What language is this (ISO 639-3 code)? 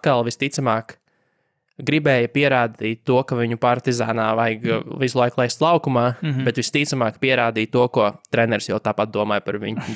lav